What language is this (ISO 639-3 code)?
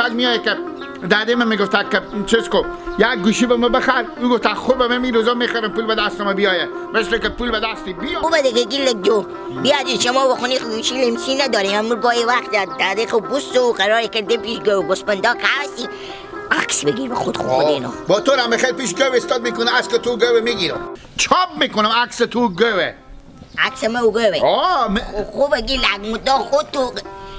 haz